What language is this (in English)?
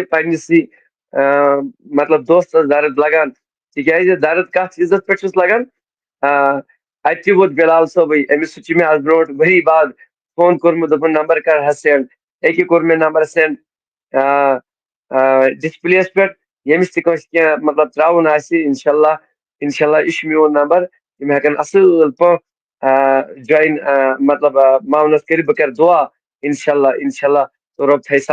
Kashmiri